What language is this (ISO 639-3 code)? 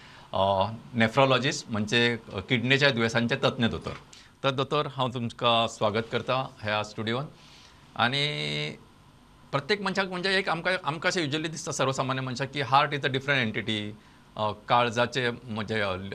kok